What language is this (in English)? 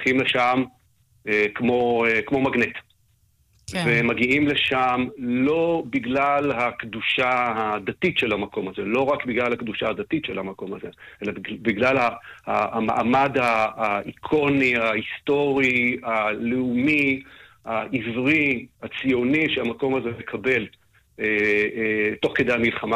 Hebrew